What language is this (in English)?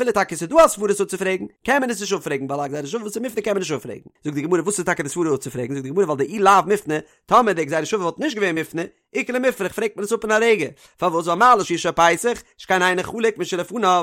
Yiddish